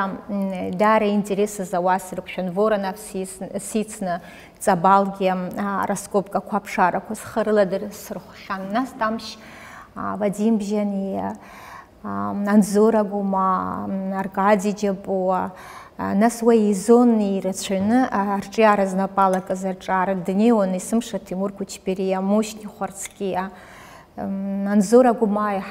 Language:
Abkhazian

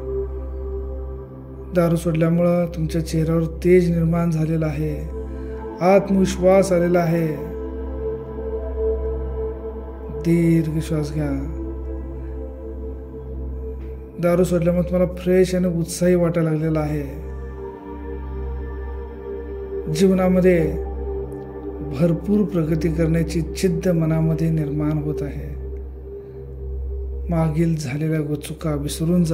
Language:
Marathi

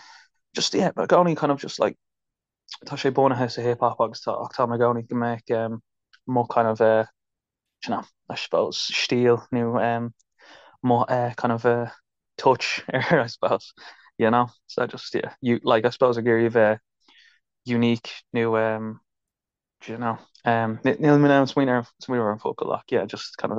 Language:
Irish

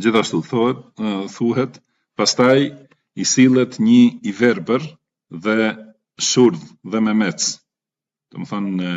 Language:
Albanian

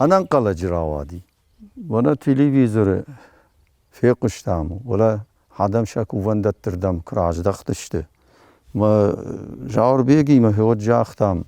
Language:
Ossetic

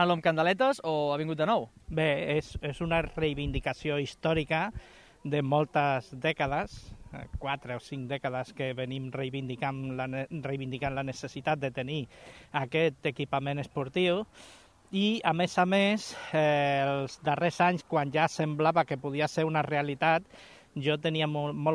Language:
Catalan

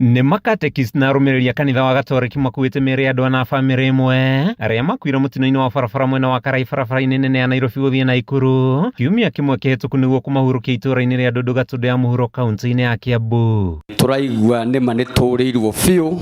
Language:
Kikuyu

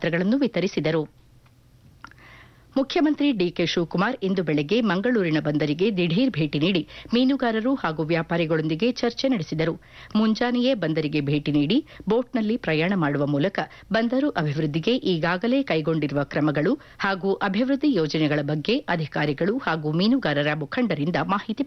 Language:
Kannada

